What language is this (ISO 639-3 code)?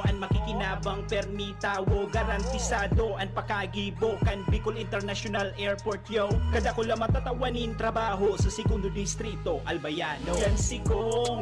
bik